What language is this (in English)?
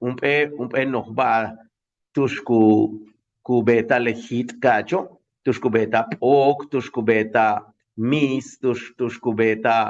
Yucateco